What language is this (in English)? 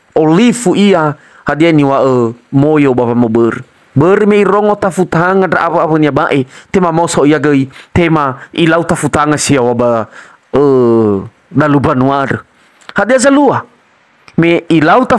Nias